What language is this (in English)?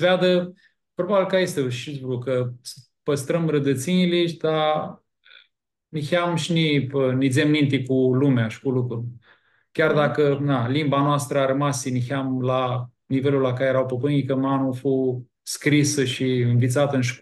Aromanian